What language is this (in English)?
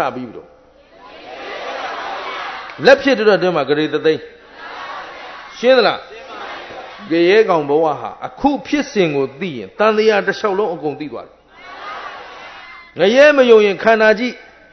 Burmese